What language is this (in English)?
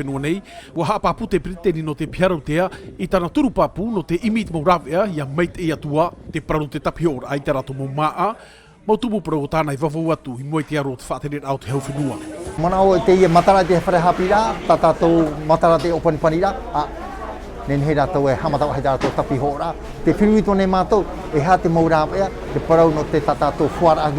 Tahitian